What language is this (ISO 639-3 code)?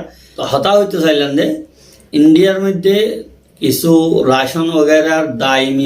rhg